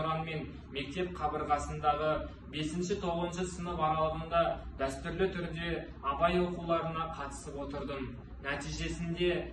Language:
Kazakh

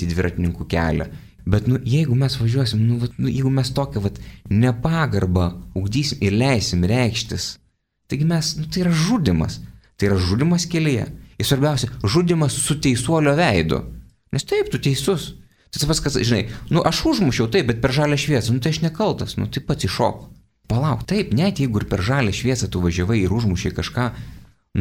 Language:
Lithuanian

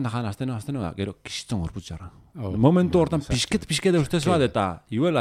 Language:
Basque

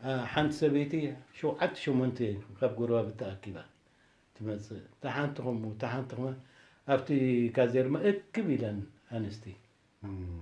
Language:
Tigrinya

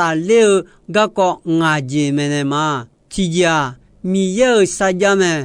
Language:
Akha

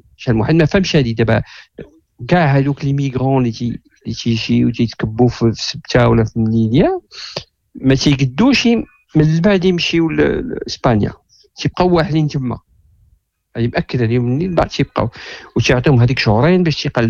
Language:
Moroccan Arabic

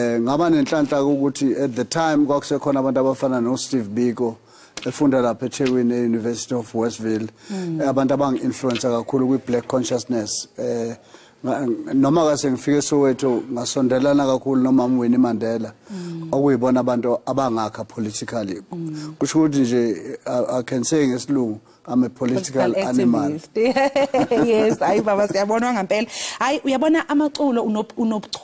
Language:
Zulu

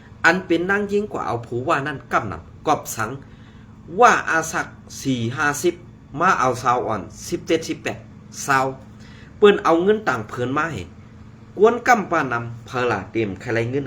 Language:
Shan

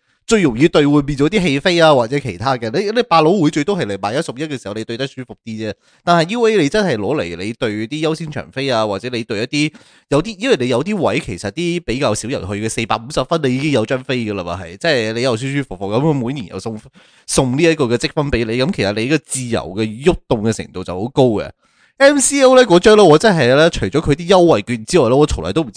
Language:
Cantonese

